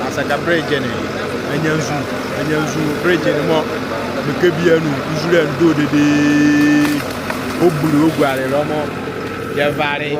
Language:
Nzima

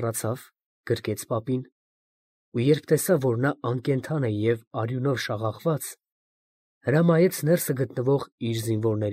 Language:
Armenian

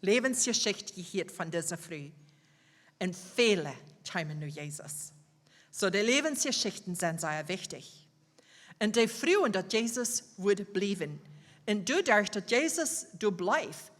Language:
Plautdietsch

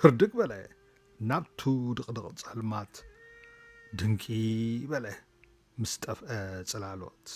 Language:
Tigrinya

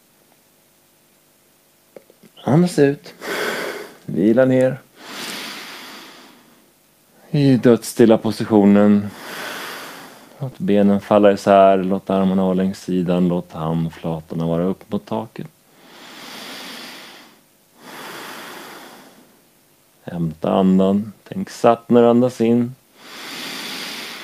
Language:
Swedish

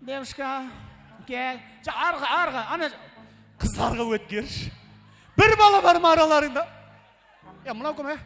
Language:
Kara-Kalpak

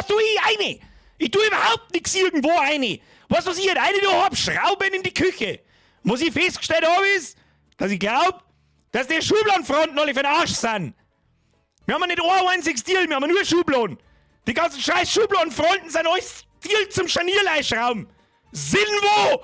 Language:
Bavarian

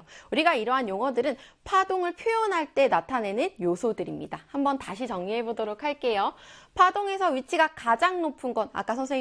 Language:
Korean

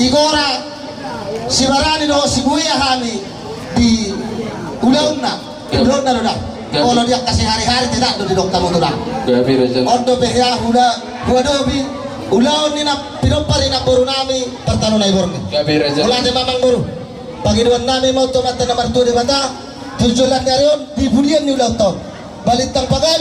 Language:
Batak Toba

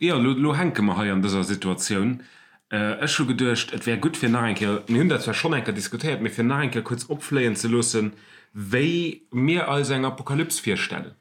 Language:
Luxembourgish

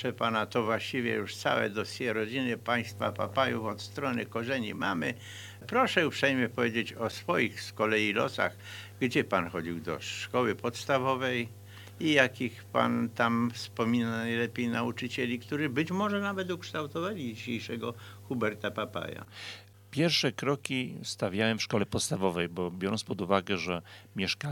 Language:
Polish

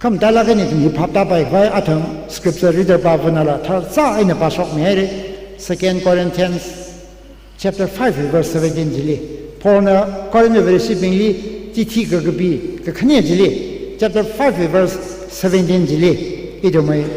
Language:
Tangkhul Naga (India)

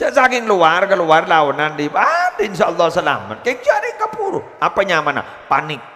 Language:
Madurese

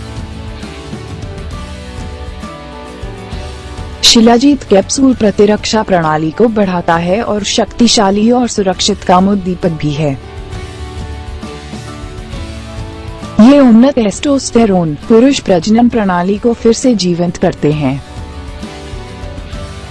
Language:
Hindi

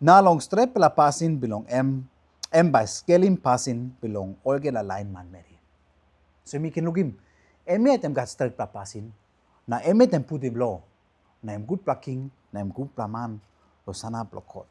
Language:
Tok Pisin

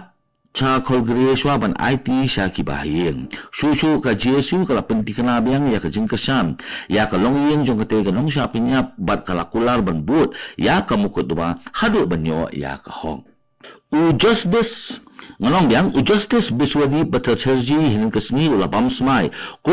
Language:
Khasi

